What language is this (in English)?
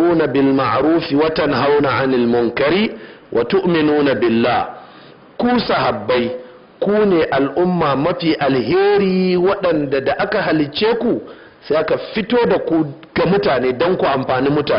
Hausa